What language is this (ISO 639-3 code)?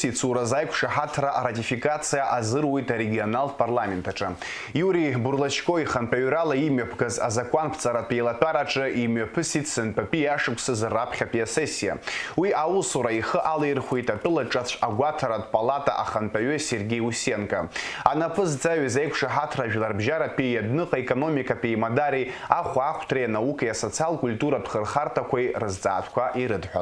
abk